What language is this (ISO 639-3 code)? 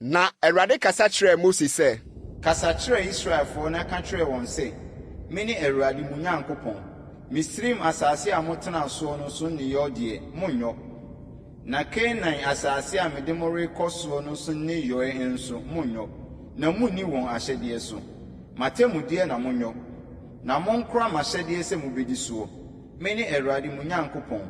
aka